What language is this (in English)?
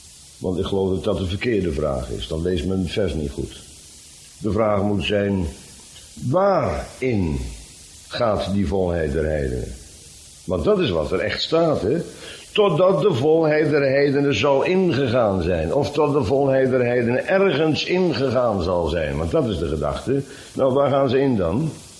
Dutch